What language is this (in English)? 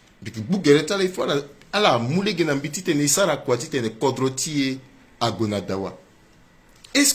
Sango